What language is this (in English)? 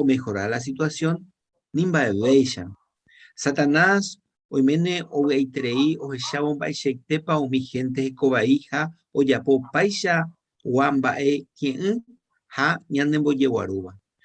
Guarani